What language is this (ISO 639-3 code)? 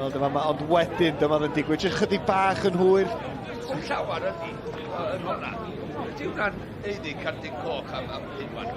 cym